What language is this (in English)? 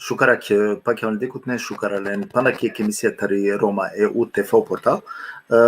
Balkan Romani